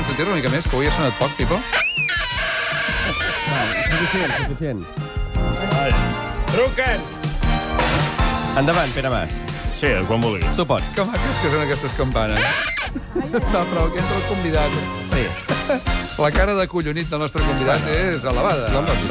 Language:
Catalan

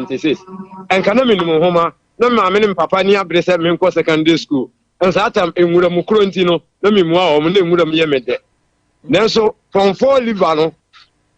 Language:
Akan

